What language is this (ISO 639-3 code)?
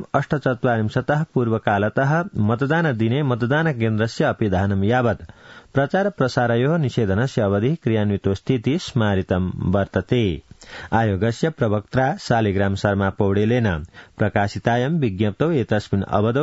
san